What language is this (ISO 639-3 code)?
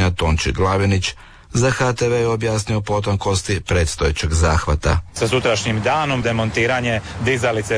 hrv